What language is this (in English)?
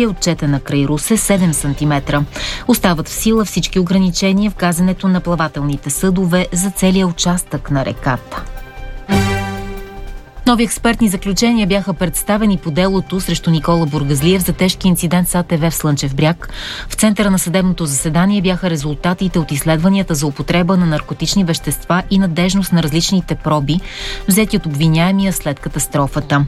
Bulgarian